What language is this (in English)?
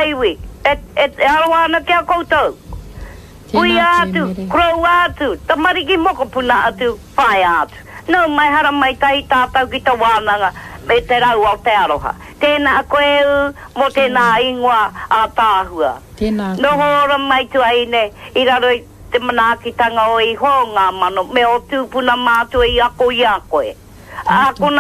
Māori